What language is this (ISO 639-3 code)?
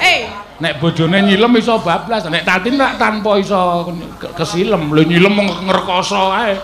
jav